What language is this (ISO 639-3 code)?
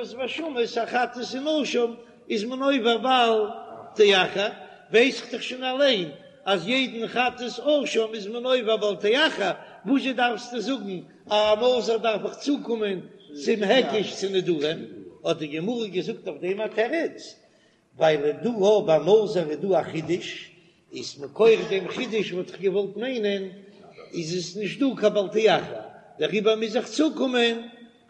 yid